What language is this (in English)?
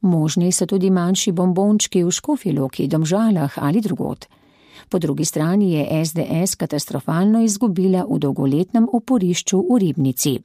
Slovenian